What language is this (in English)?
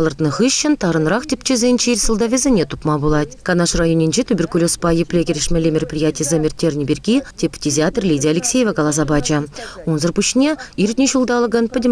Chuvash